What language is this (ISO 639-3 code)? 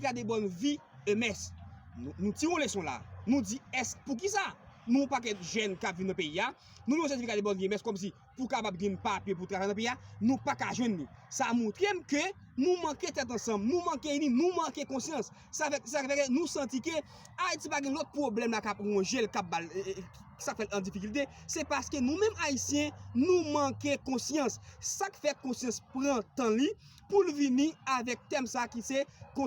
hat